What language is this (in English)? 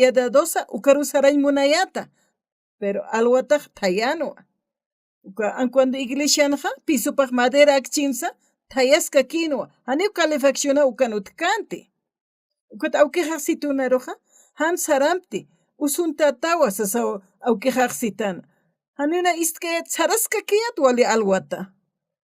Aymara